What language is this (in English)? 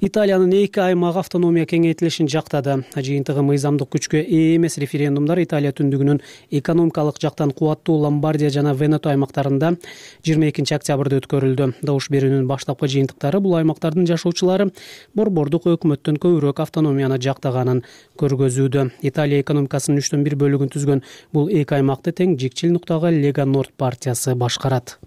Kyrgyz